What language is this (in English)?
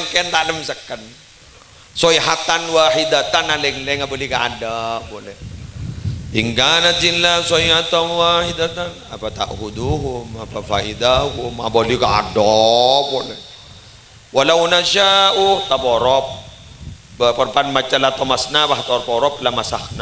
Madurese